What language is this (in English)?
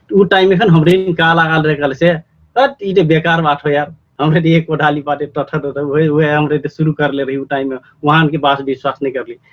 Dangaura Tharu